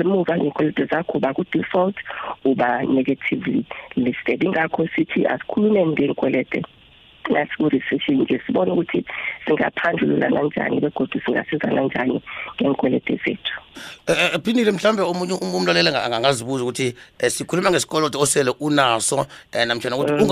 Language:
South Ndebele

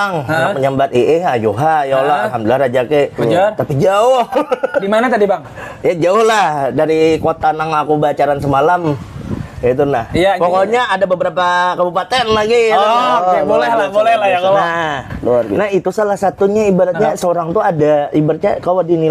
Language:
Banjar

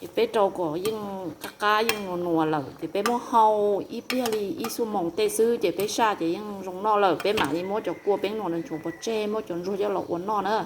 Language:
Hmong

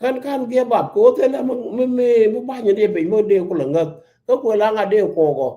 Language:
Nuer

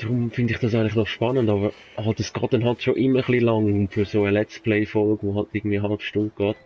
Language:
Swiss German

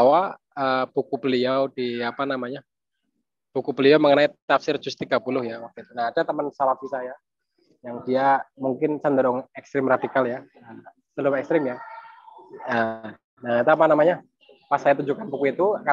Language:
Indonesian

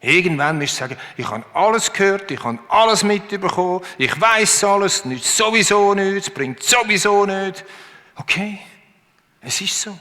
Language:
Swiss German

